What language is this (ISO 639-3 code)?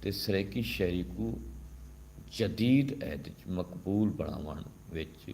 skr